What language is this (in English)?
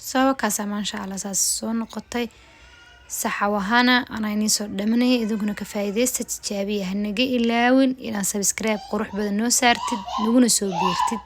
Somali